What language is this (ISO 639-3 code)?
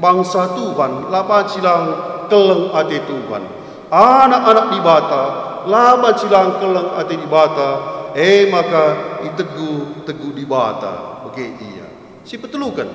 btx